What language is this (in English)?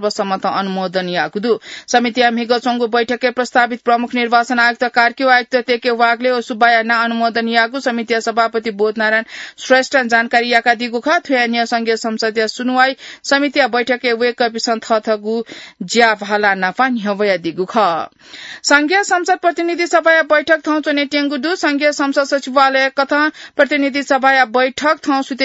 Newari